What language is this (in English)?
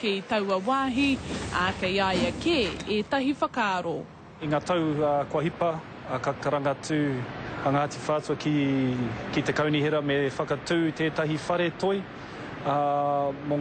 Māori